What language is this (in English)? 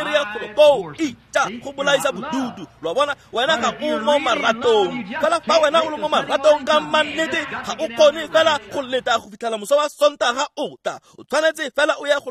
Tswana